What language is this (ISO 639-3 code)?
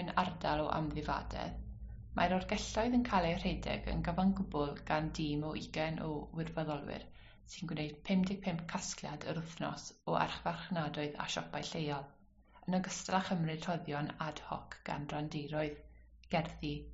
cym